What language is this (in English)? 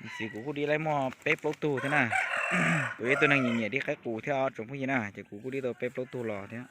Hmong